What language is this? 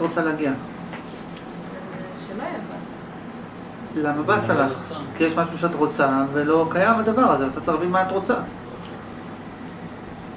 Hebrew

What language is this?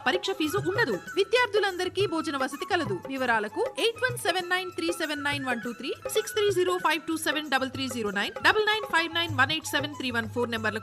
Telugu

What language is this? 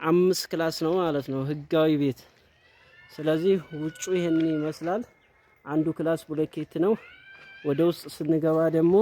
Amharic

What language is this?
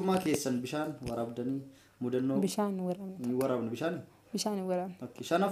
Oromo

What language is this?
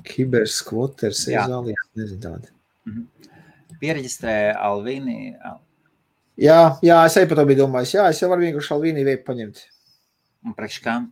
Latvian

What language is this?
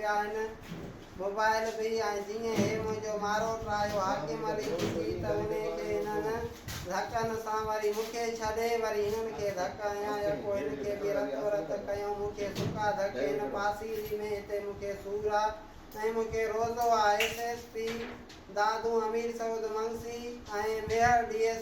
Sindhi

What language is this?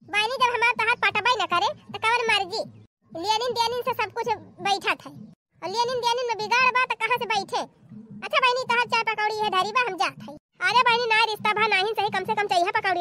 Bhojpuri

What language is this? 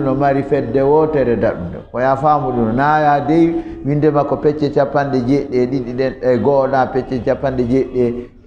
Fula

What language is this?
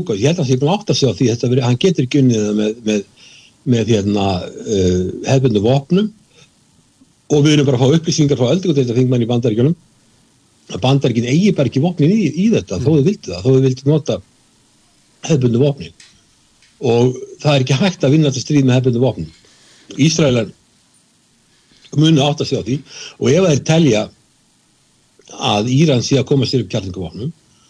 Icelandic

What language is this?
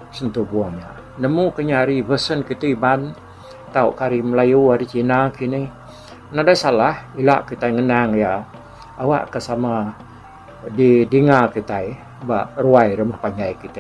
Iban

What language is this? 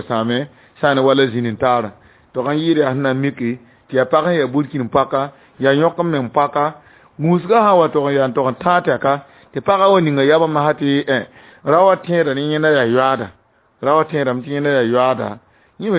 Mossi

